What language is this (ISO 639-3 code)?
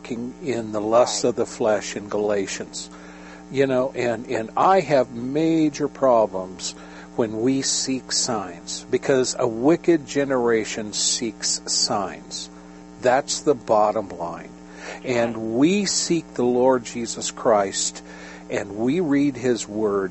eng